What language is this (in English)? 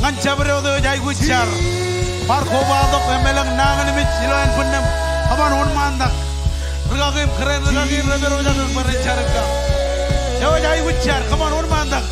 Marshallese